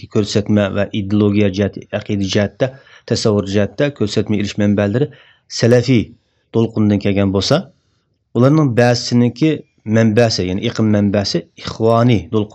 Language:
Uyghur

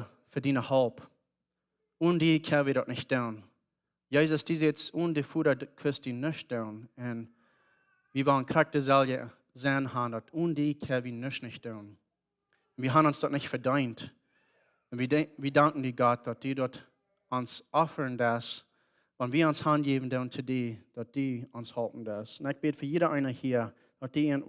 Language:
Plautdietsch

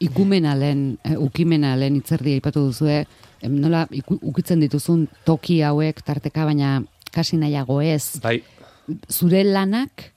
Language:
Basque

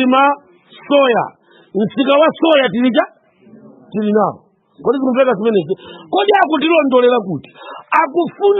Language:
Nyanja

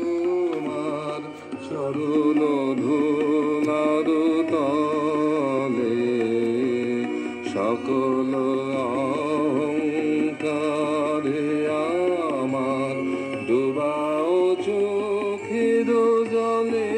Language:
Bangla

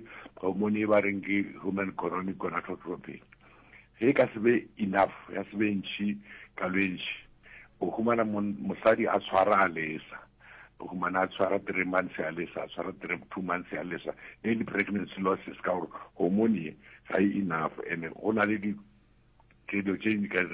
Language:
Northern Sotho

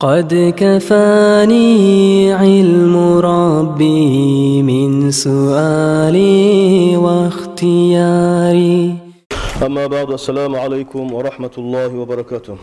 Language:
Kumyk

